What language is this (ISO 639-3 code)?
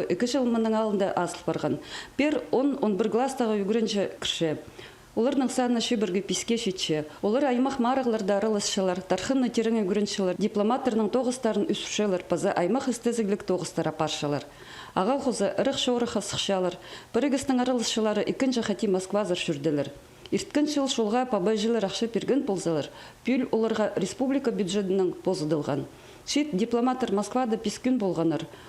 kjh